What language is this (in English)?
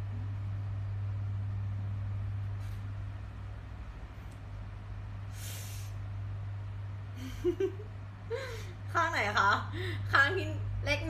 Thai